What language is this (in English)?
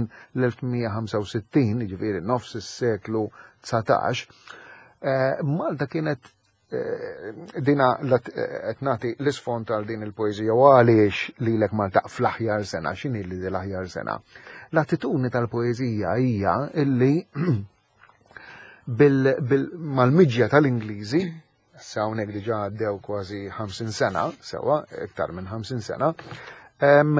Maltese